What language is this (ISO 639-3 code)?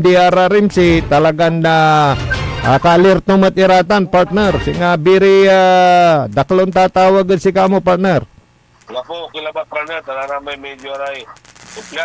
pag